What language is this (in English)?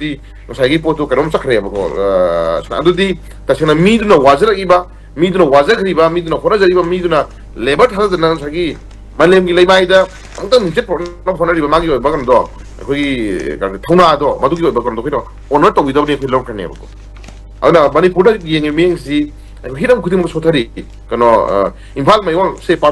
Manipuri